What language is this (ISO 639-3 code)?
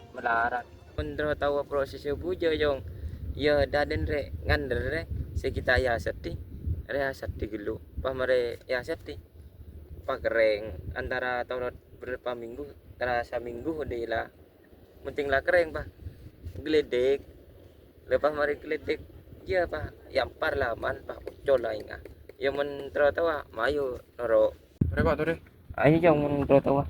mad